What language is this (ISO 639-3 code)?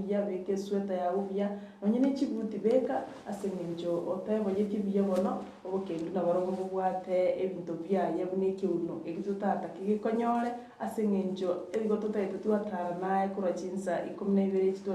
guz